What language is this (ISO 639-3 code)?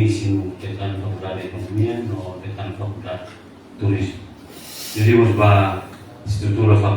tet